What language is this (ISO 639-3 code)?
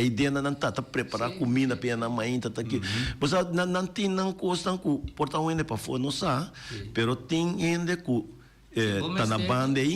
pap